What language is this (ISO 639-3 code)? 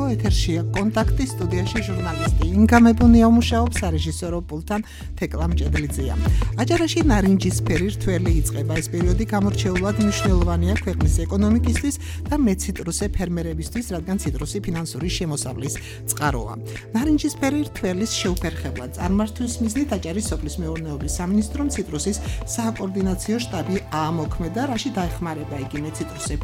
kat